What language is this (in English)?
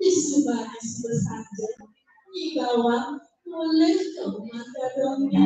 Balinese